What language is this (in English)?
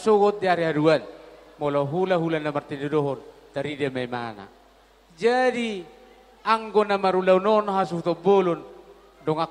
Batak Toba